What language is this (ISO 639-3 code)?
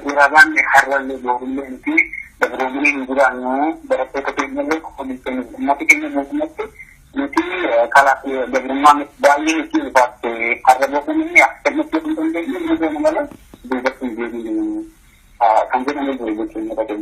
orm